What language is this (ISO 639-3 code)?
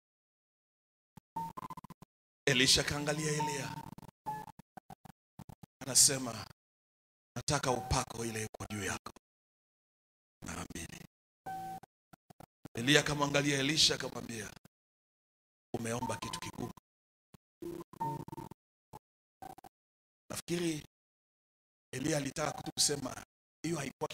swa